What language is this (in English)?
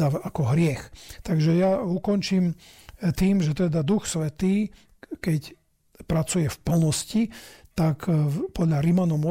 Slovak